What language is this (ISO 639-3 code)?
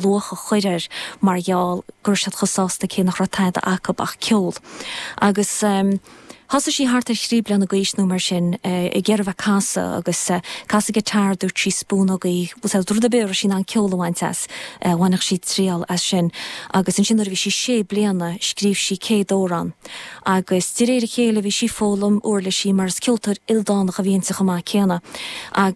gle